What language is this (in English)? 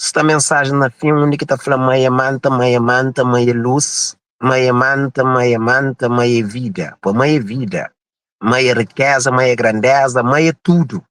Kabuverdianu